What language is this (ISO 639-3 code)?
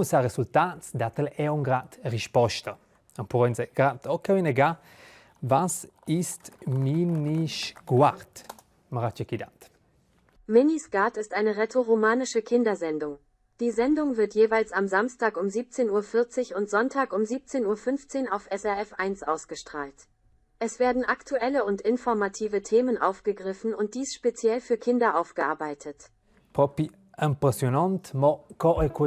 roh